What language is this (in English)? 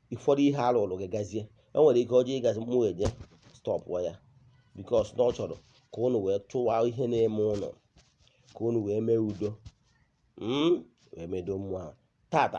Igbo